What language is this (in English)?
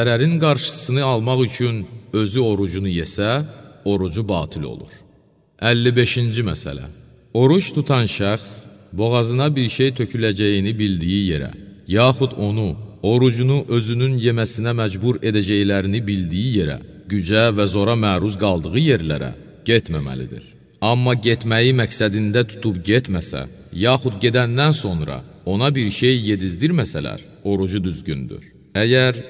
Azerbaijani